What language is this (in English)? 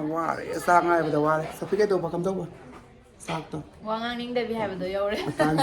Manipuri